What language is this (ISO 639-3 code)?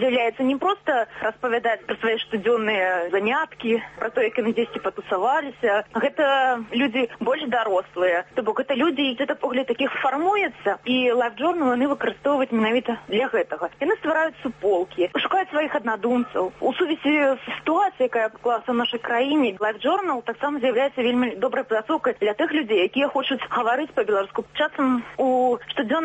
bel